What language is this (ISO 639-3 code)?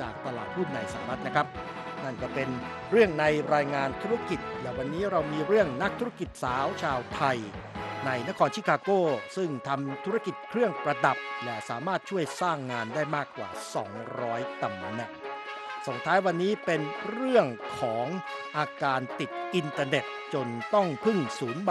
tha